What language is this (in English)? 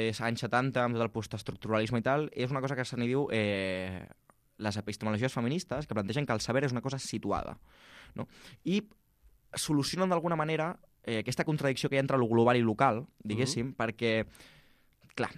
Catalan